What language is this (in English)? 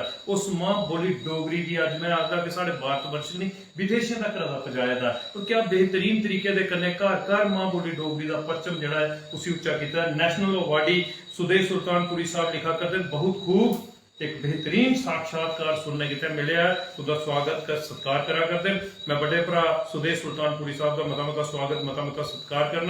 Dogri